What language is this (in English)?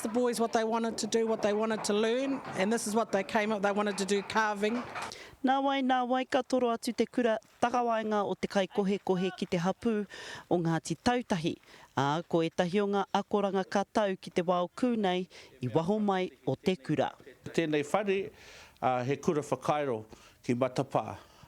Māori